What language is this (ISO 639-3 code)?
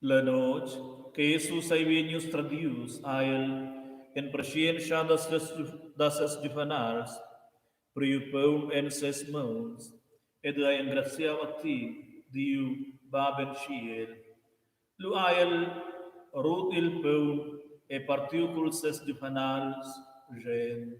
roh